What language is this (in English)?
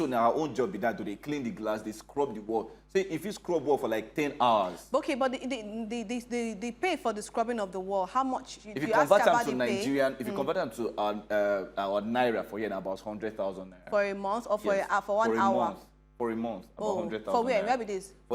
Nigerian Pidgin